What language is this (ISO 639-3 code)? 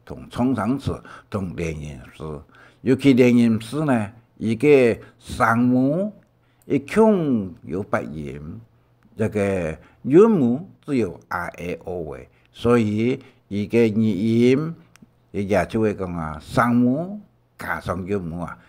hak